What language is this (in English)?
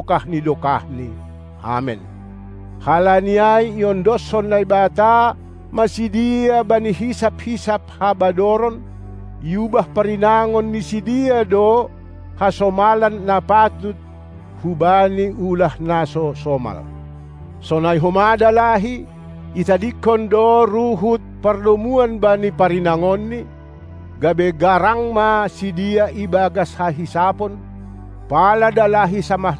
Batak Simalungun